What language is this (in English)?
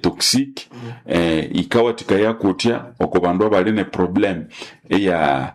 Nande